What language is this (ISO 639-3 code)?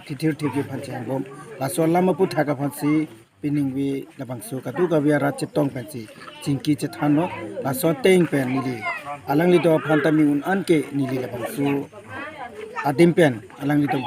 mjw